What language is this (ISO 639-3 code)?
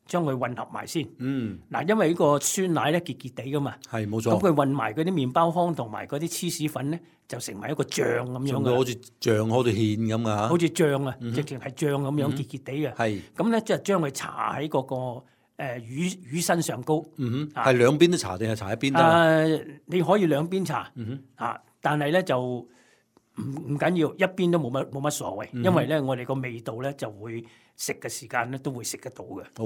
yue